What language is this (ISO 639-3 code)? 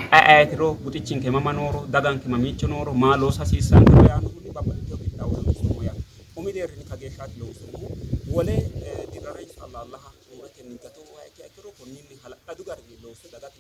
sid